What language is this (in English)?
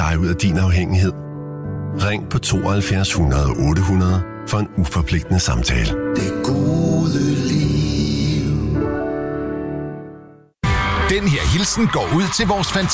Danish